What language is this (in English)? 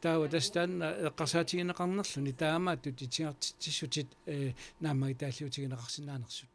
Kalaallisut